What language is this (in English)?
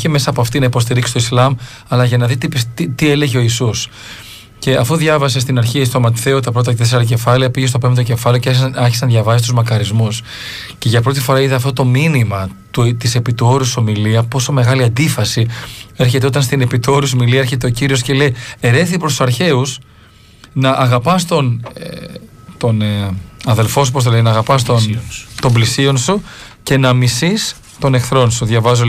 Greek